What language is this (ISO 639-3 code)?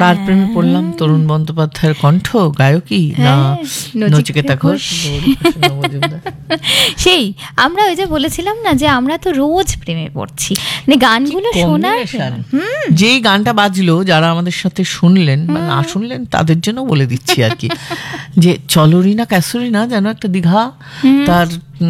ben